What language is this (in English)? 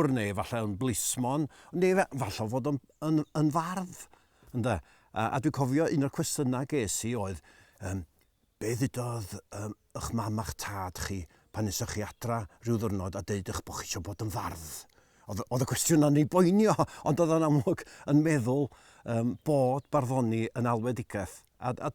Welsh